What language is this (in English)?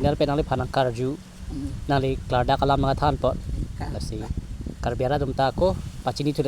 Karbi